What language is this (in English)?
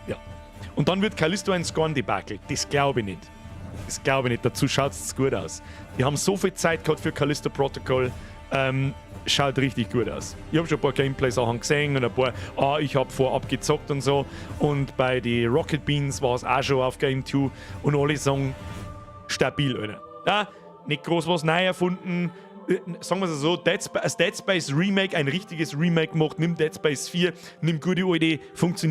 Bavarian